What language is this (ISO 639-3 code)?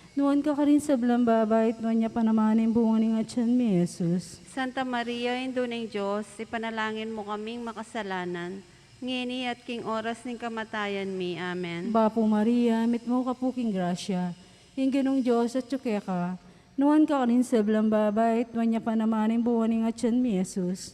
pam